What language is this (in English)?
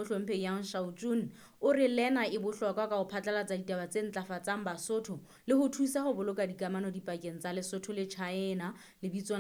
Southern Sotho